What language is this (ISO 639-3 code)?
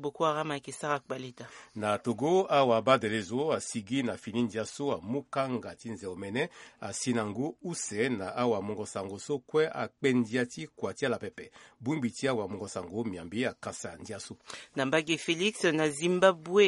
sag